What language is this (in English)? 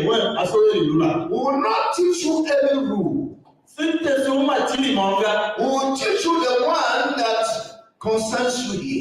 Tiv